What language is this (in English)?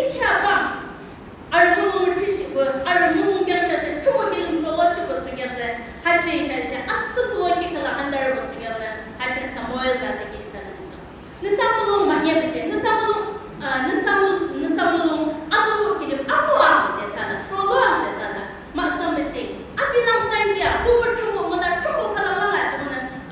Yimchungru Naga